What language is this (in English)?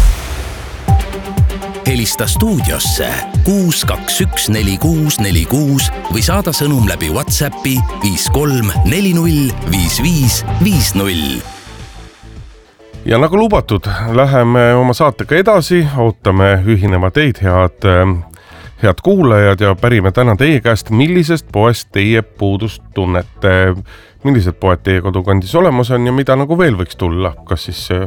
Estonian